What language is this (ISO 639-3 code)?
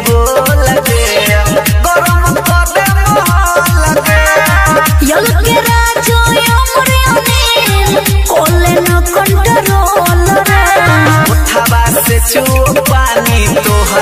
bho